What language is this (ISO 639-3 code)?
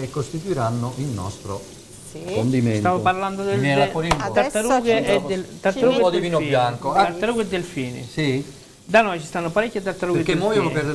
ita